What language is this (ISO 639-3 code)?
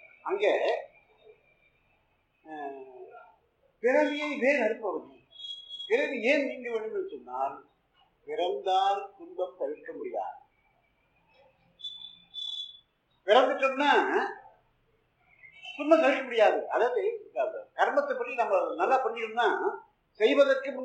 tam